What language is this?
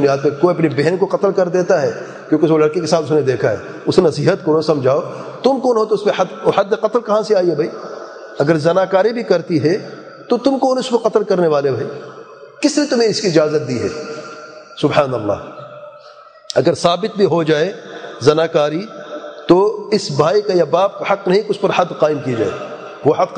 Urdu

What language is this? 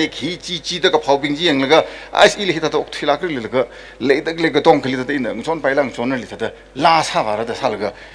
Tangkhul Naga (India)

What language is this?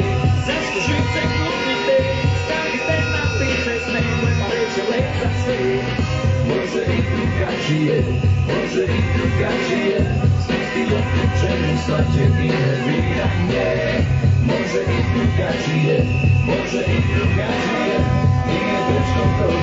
Serbian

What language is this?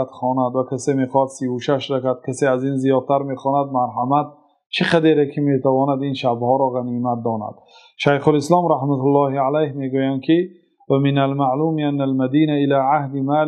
Tajik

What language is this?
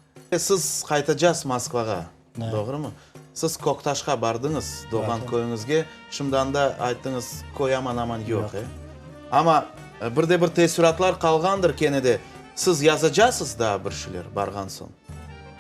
Crimean Tatar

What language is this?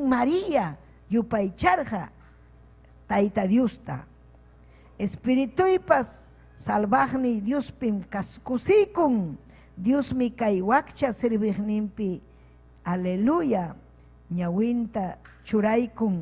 Ayacucho Quechua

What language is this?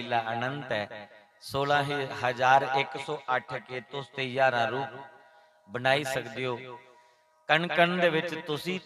Dogri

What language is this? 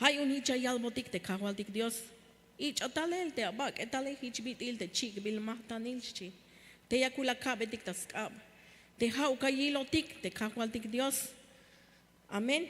Tzeltal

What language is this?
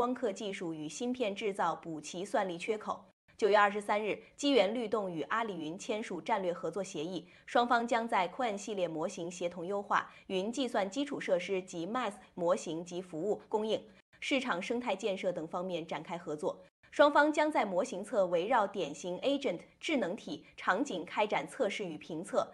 Chinese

